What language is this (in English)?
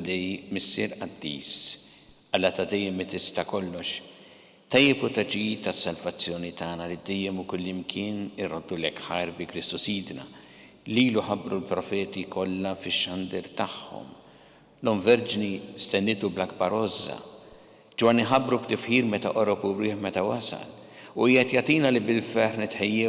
Maltese